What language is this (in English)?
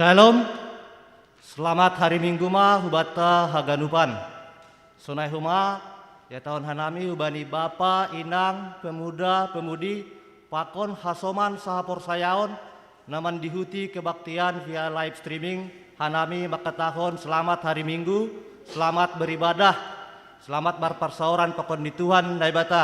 Batak Simalungun